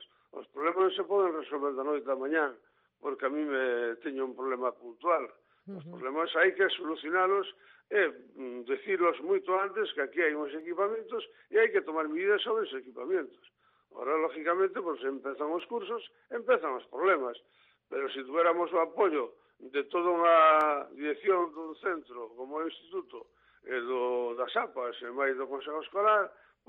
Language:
Galician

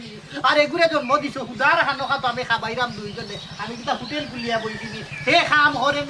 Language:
Sylheti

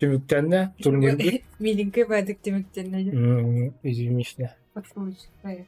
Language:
Yakut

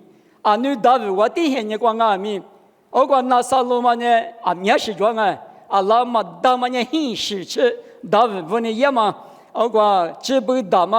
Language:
Lisu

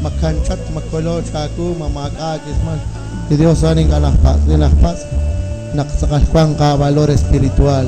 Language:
Kekchí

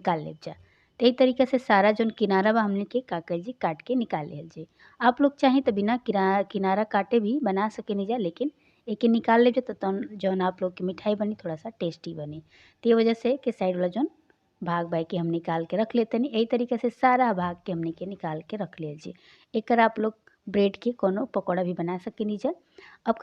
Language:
Bhojpuri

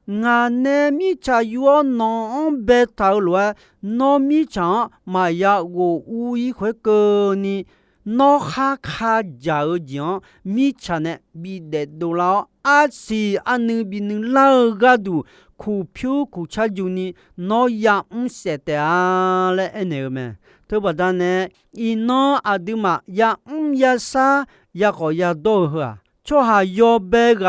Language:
Akha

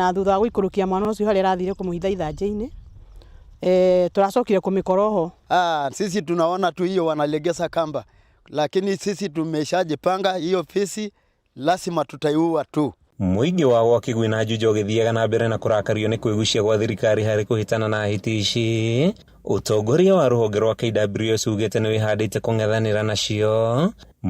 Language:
Kikuyu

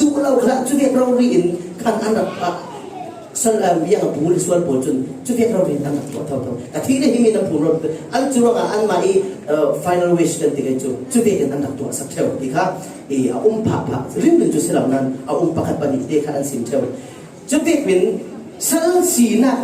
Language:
Falam Chin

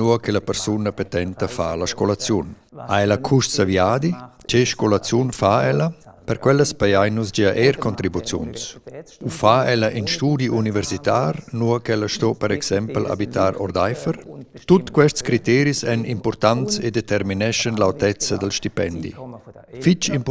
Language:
Romansh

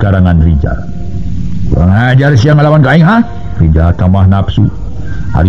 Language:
Sundanese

